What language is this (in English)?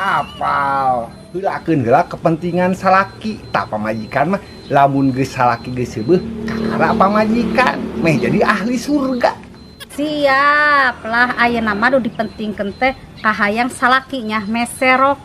Sundanese